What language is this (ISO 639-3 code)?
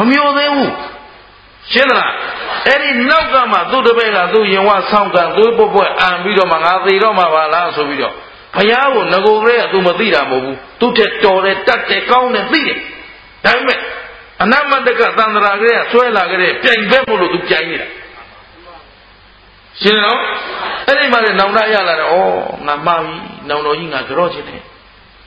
mya